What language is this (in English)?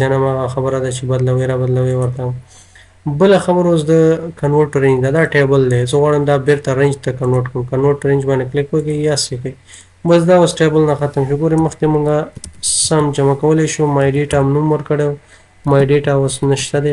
Pashto